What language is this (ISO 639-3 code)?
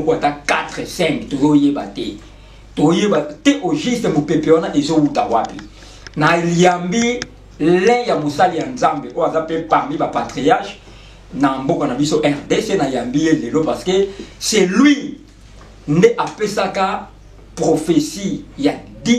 lin